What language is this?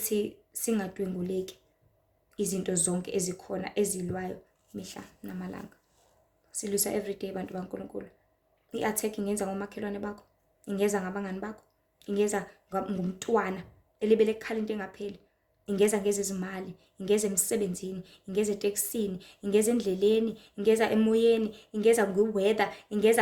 Zulu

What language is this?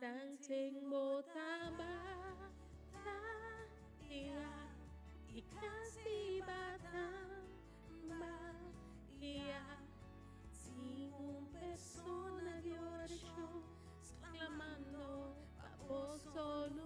Papiamento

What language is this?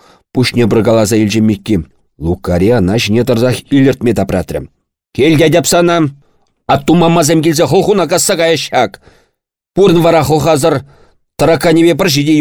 Chuvash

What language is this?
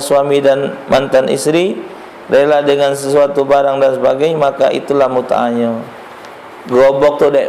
Musi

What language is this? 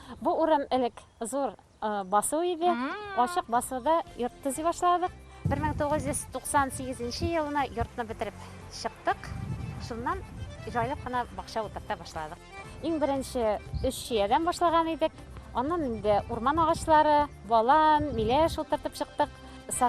Bashkir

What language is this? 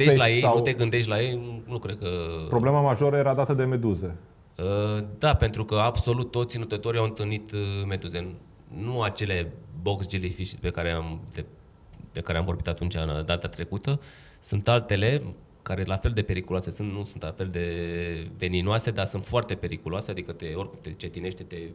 Romanian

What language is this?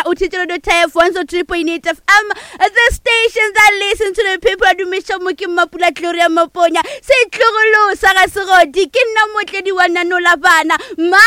Northern Sotho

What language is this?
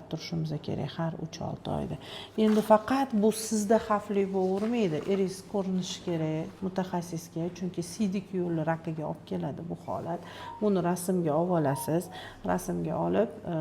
Uzbek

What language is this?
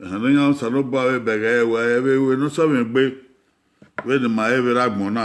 Bini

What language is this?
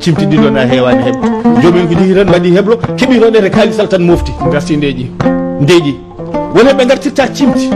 Fula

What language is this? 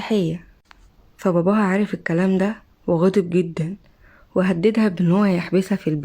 Egyptian Arabic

